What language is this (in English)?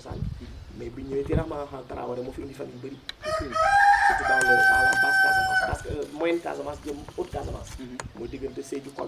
Wolof